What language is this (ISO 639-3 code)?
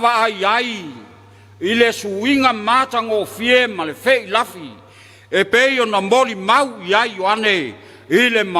smo